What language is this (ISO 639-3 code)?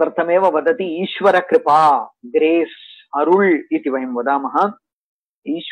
san